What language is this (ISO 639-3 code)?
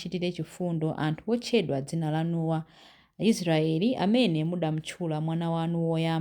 nya